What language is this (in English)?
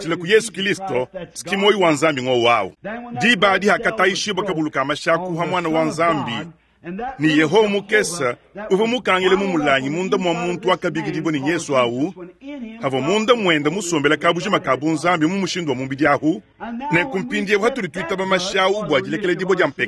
Luba-Lulua